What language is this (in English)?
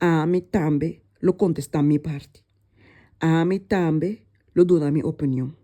Papiamento